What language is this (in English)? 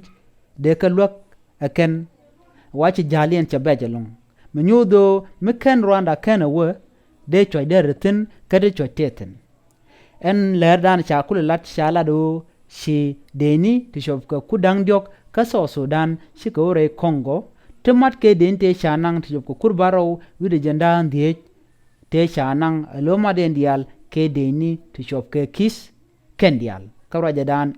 Nuer